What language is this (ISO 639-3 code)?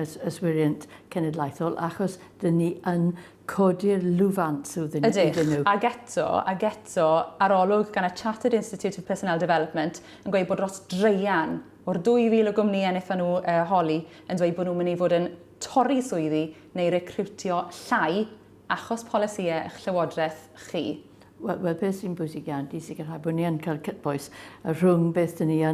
cym